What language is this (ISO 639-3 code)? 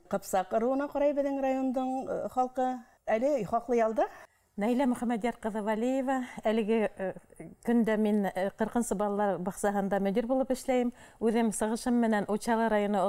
bak